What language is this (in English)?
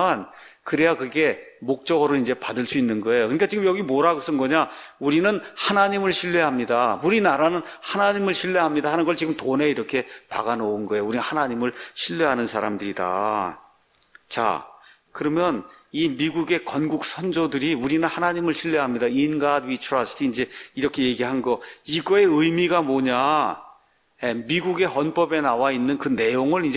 Korean